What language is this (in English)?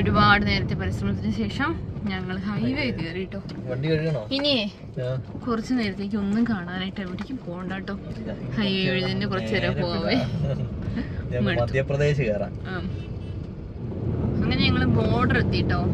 Malayalam